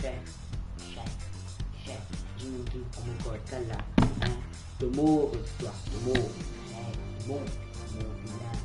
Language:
Morisyen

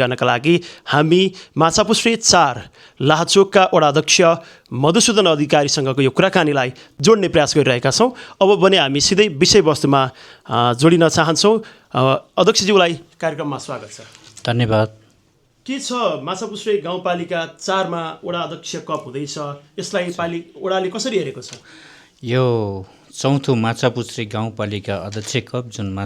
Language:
Nepali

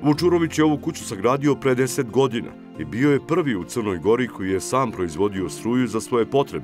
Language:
Serbian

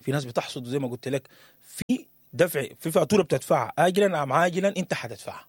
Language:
Sudanese Arabic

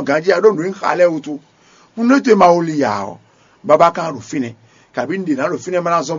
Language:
Fon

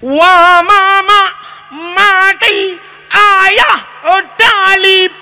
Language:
Achinese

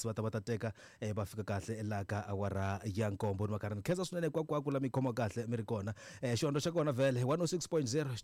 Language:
Tsonga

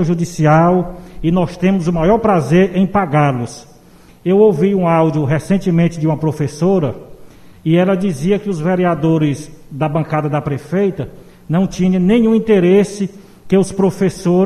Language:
Portuguese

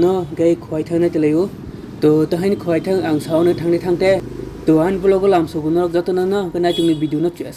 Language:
Kok Borok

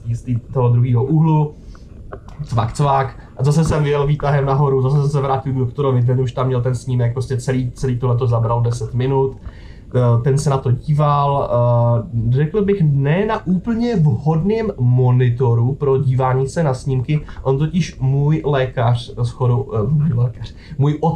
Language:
Czech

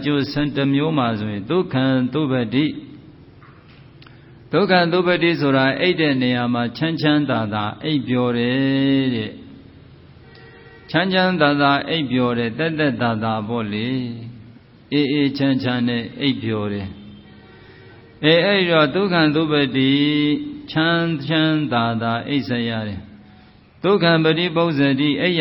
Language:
Burmese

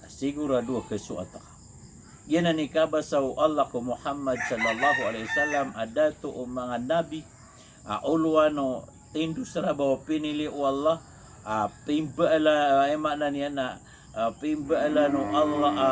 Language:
Maranao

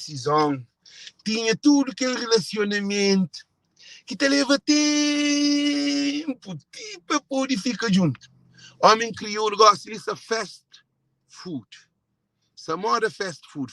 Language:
Kabuverdianu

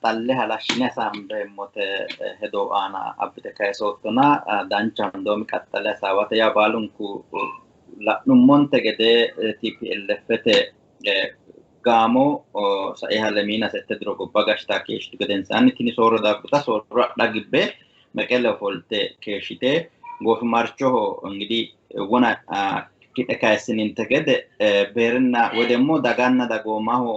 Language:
Sidamo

